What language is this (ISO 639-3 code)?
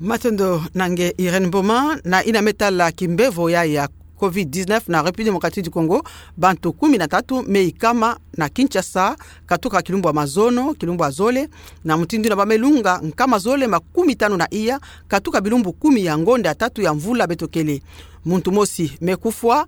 ktu